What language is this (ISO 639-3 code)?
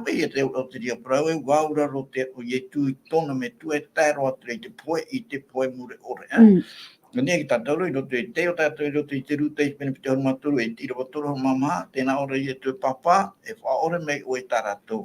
tah